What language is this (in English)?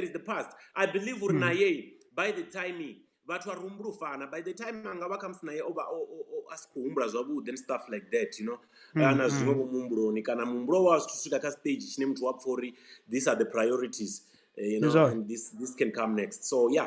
Venda